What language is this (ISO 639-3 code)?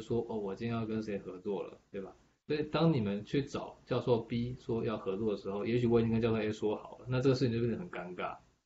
zho